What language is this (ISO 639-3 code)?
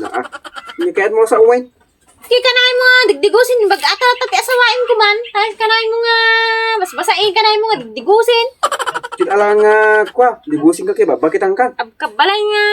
ilo